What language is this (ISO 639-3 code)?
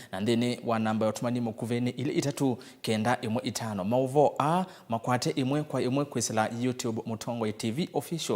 kam